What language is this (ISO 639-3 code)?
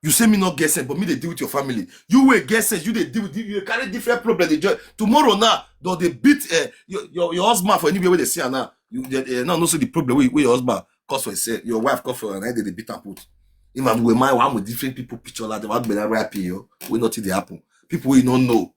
pcm